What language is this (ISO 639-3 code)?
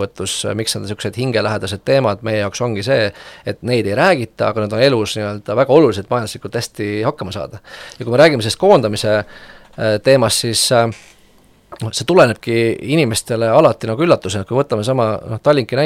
est